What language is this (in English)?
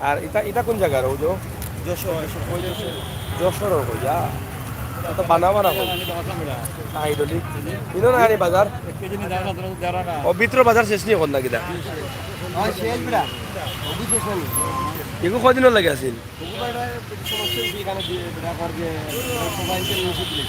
Sylheti